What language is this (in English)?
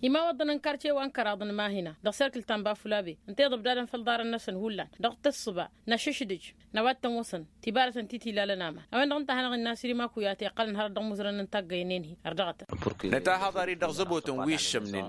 Tamasheq